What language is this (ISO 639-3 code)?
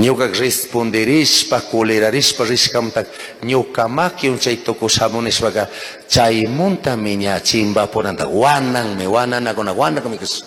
qug